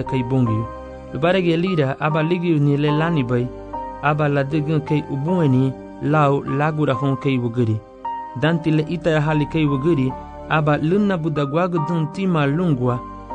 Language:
Garifuna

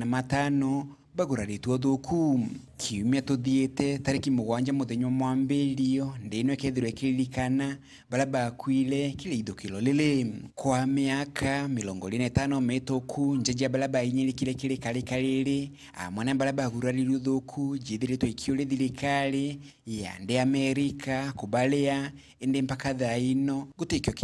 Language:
Meru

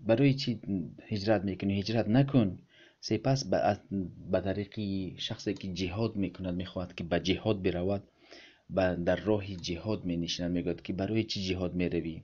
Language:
Tajik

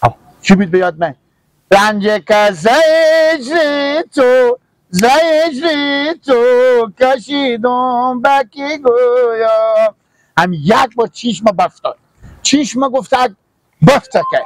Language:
Hazaragi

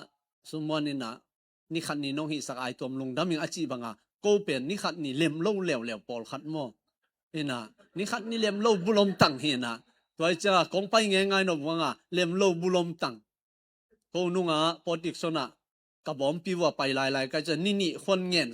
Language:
Tedim Chin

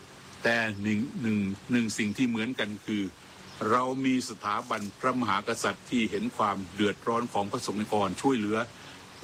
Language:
Thai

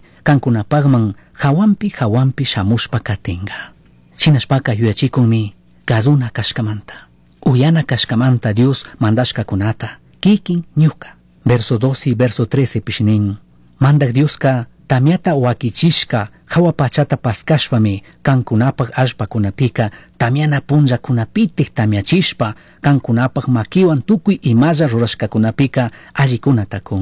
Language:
Chimborazo Highland Quichua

